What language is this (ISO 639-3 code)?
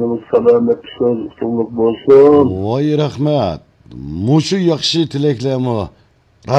uig